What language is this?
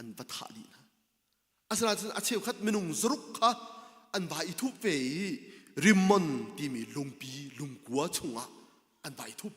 Hakha Chin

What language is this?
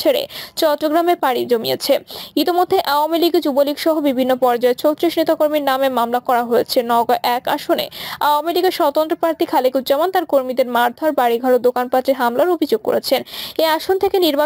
Bangla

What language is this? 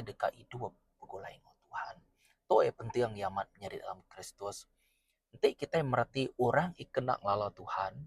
Iban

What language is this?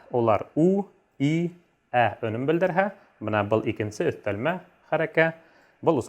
Bashkir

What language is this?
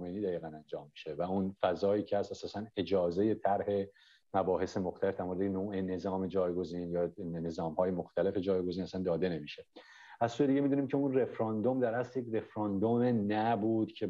Persian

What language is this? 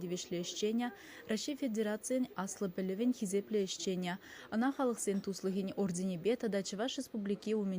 Chuvash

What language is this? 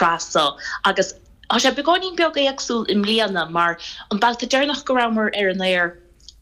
Irish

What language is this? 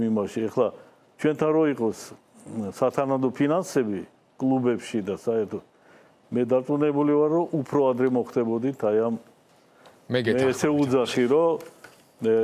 Georgian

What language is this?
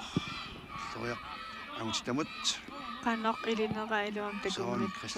Kalaallisut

